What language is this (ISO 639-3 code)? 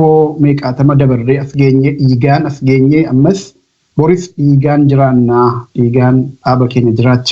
orm